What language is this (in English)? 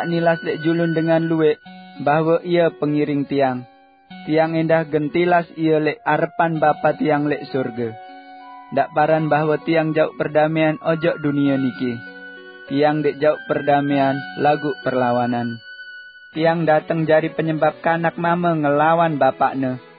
Sasak